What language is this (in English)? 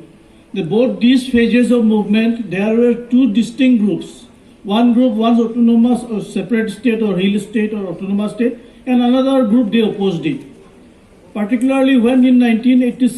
Karbi